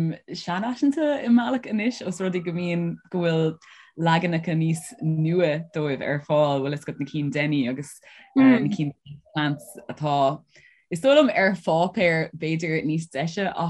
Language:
Irish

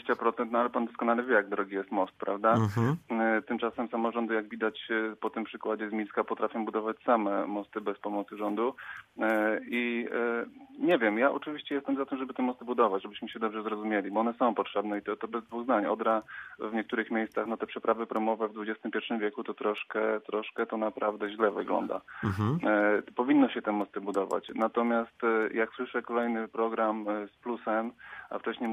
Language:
Polish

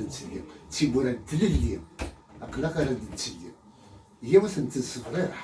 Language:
Kabyle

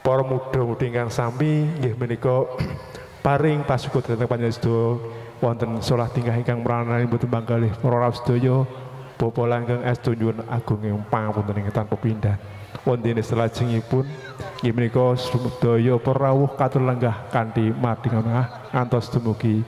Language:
Javanese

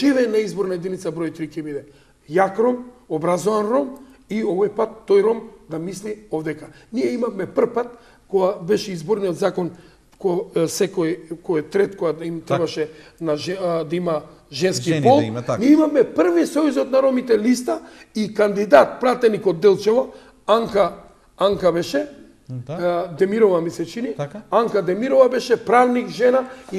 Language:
Macedonian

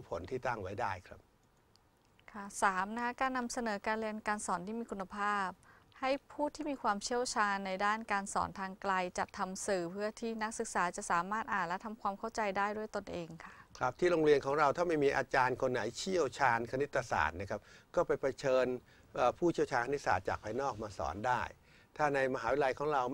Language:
Thai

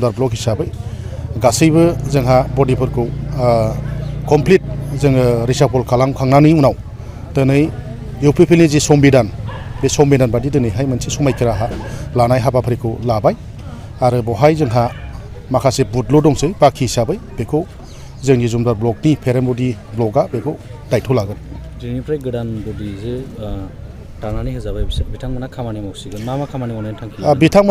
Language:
Bodo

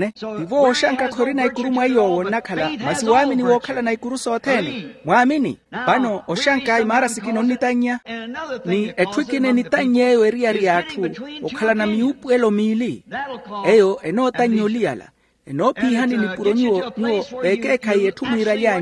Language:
Makhuwa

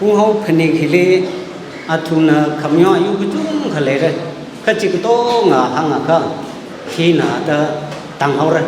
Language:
Tangkhul Naga (India)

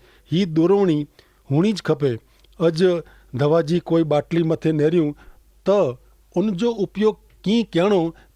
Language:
Kachhi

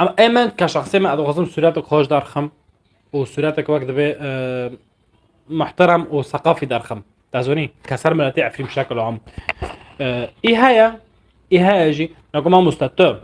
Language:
North Levantine Arabic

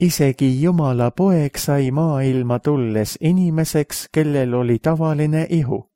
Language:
Estonian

